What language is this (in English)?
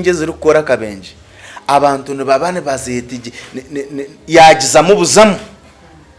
Nyankole